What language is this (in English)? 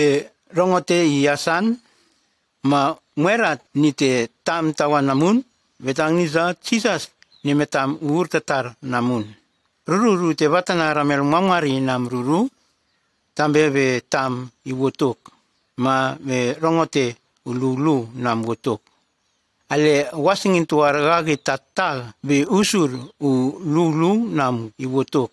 Nume